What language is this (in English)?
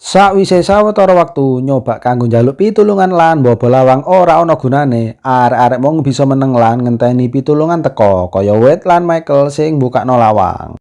Javanese